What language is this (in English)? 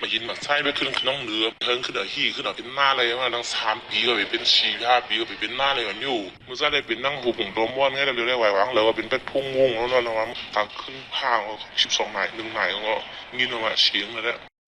Shan